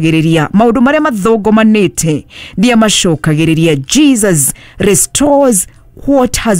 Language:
Kikuyu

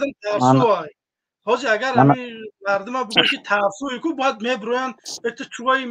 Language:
Tajik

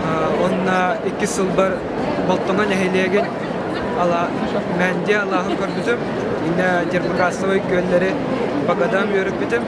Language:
Yakut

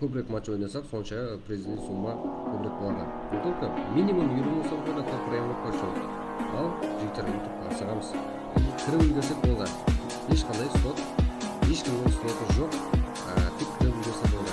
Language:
Kara-Kalpak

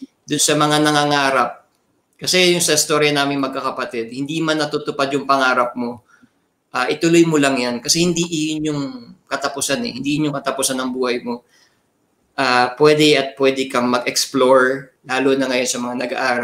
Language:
Filipino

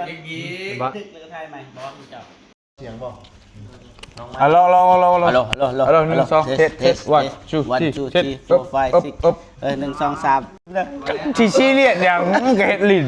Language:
Northeastern Thai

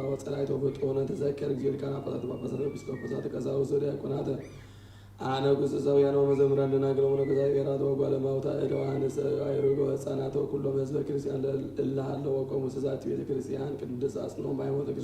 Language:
Geez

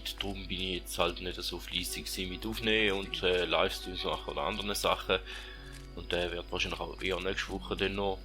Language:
Swiss German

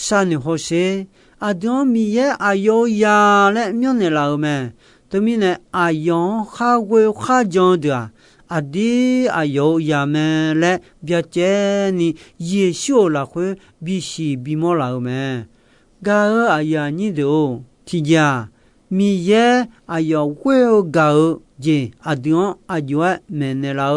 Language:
Akha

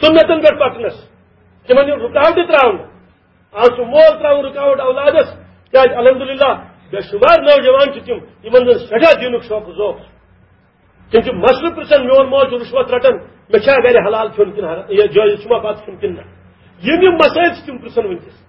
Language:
Kashmiri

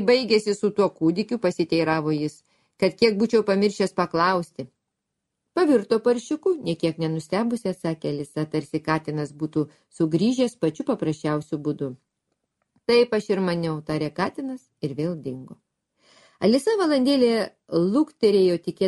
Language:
Lithuanian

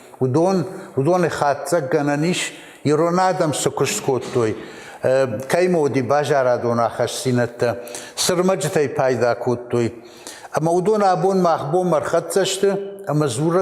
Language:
Ossetic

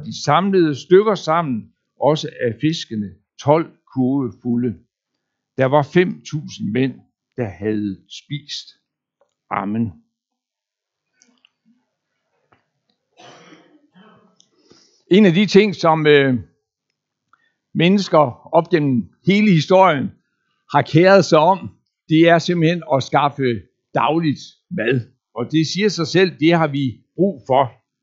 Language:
Danish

